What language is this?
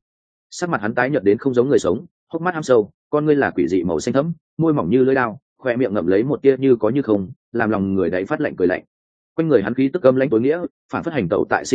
Vietnamese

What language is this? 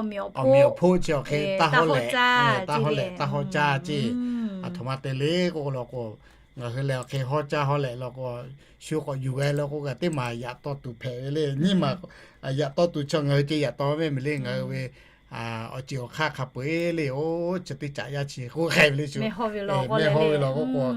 Lahu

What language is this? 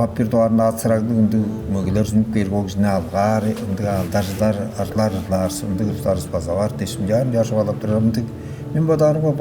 Tuvinian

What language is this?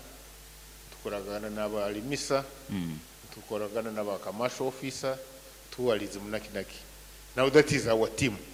Nyoro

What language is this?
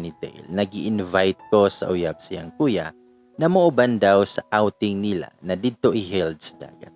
Cebuano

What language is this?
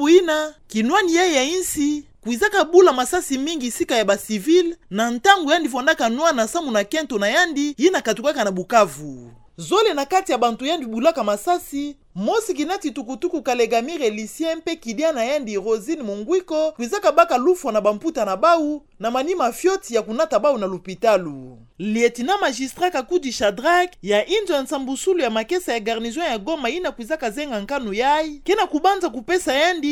Kituba (Democratic Republic of Congo)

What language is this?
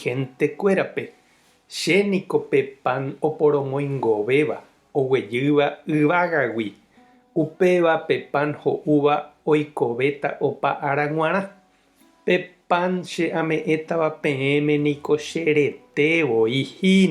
Guarani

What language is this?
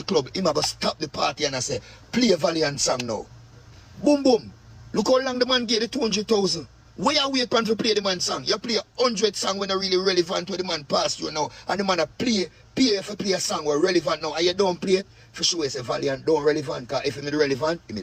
Jamaican Creole English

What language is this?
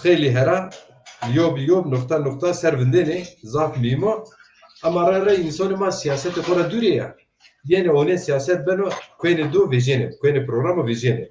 Zaza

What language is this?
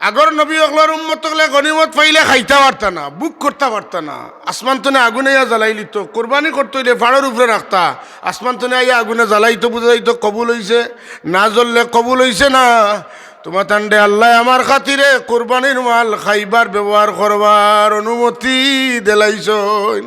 Sylheti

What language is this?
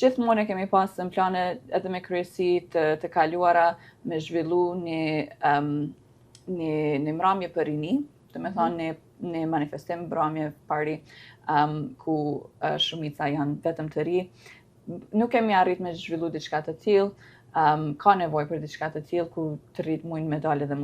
Albanian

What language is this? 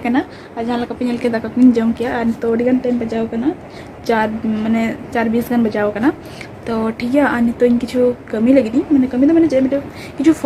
Santali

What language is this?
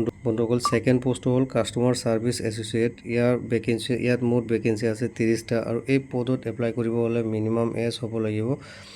Assamese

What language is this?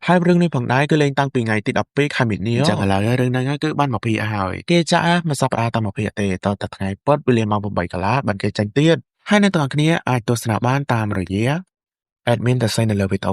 Khmer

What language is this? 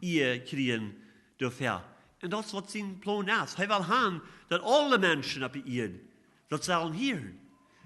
Plautdietsch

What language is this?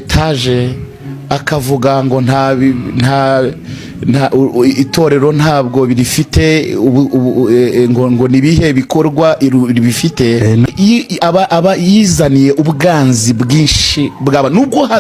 Kinyarwanda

